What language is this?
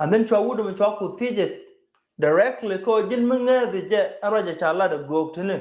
Nuer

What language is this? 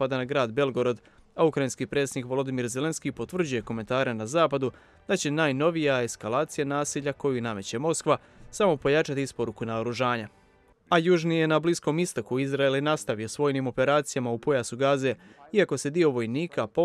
Croatian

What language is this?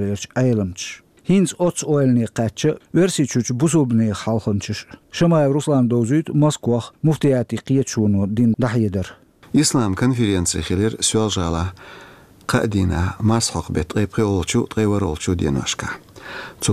Chechen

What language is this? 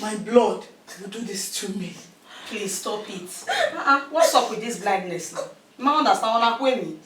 Bini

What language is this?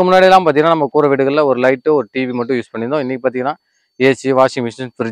Tamil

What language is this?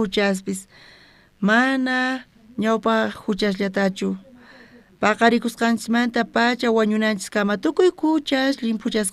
South Bolivian Quechua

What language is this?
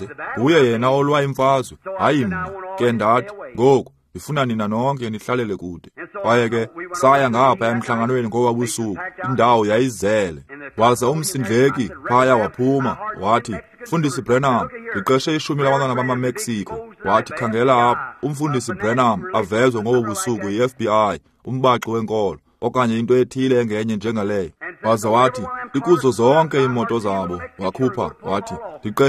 Xhosa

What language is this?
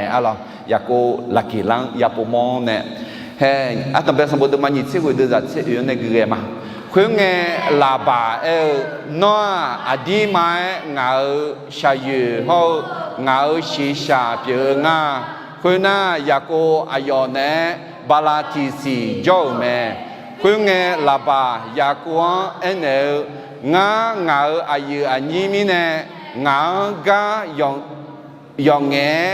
Akha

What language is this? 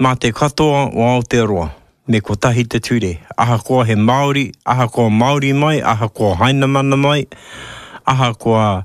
Māori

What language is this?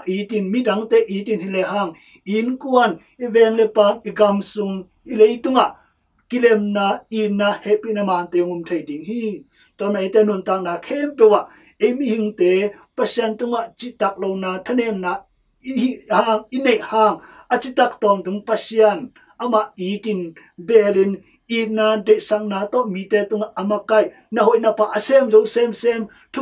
Tedim Chin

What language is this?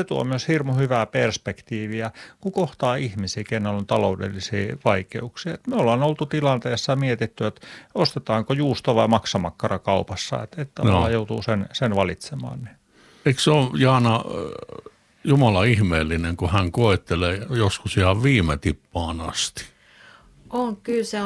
Finnish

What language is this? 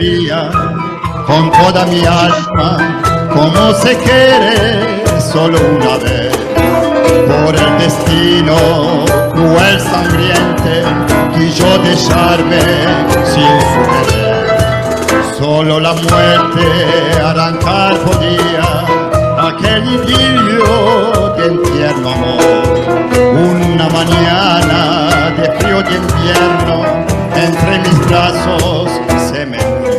Ladino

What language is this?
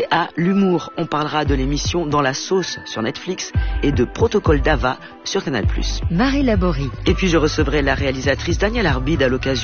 French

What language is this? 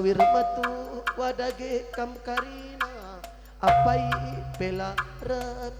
Batak Karo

